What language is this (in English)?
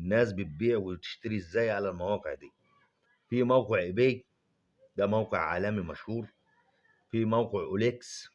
Egyptian Arabic